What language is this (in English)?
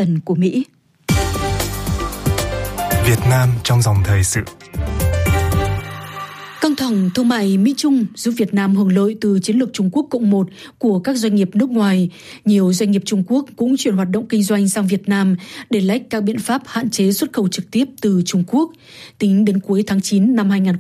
Vietnamese